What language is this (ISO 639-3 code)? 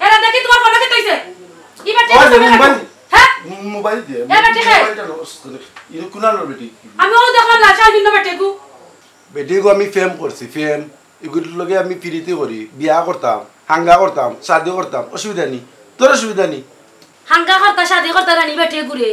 syl